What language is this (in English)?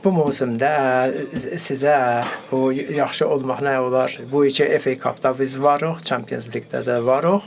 Azerbaijani